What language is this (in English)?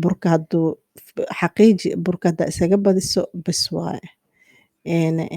Somali